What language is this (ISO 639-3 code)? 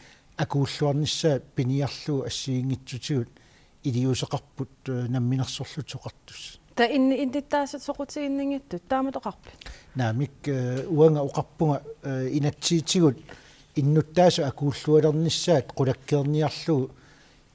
kal